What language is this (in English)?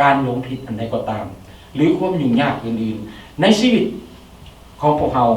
Lao